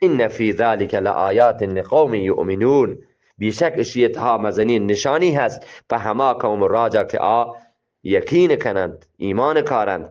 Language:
Eastern Balochi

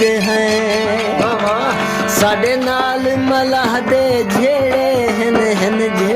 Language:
Saraiki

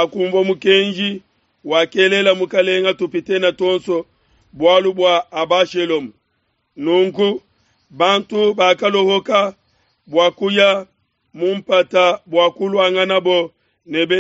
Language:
Luba-Lulua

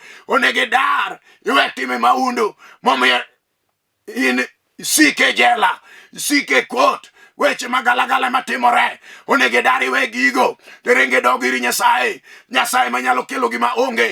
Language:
Luo (Kenya and Tanzania)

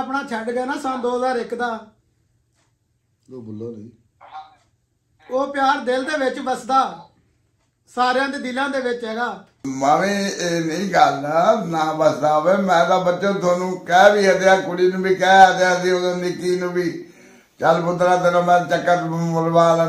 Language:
Punjabi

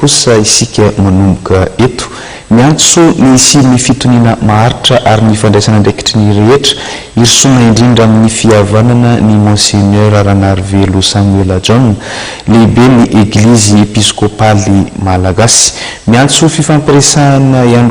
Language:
Malagasy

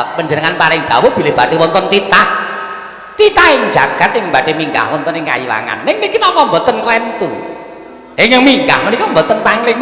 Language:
Javanese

